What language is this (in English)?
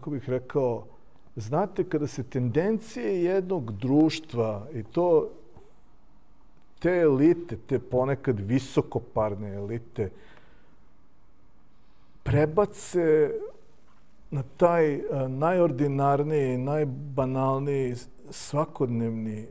Serbian